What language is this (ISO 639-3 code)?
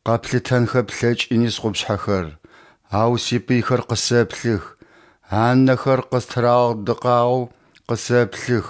ady